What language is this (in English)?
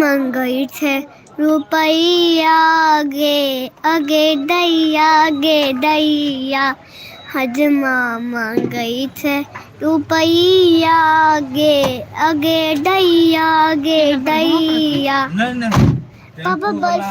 Maithili